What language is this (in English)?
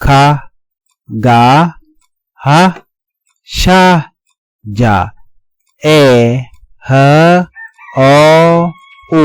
Nuer